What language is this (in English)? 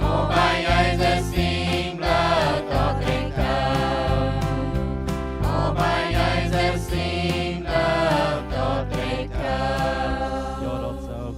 Plautdietsch